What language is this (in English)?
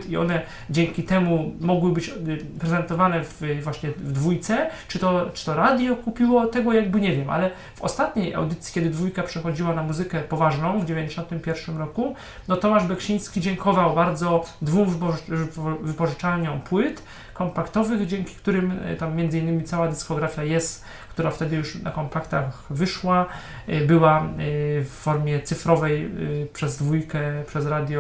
Polish